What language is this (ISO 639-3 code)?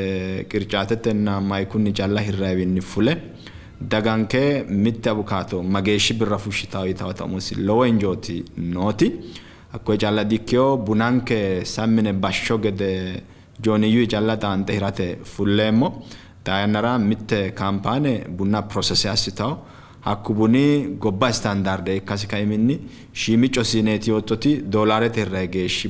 sid